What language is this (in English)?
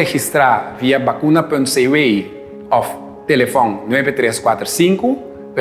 Papiamento